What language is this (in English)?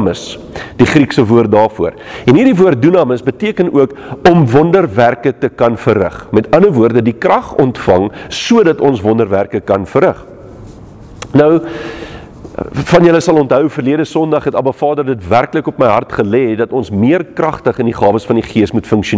Afrikaans